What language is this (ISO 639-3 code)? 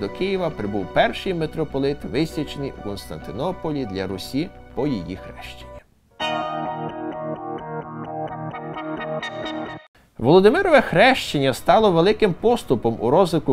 ukr